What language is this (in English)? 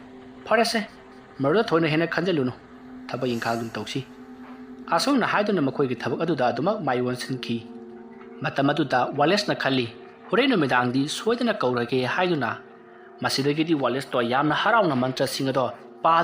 Manipuri